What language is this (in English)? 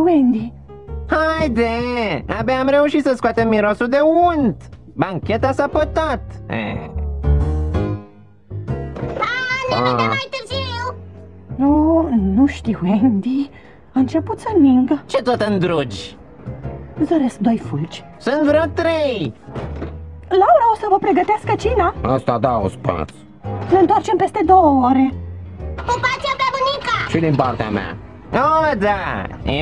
Romanian